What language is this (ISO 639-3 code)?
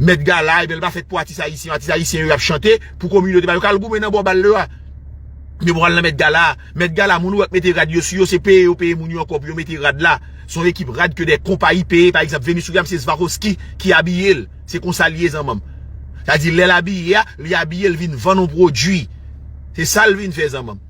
hat